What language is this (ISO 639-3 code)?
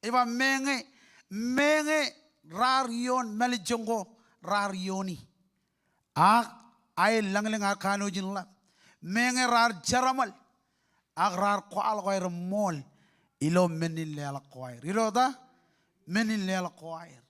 mah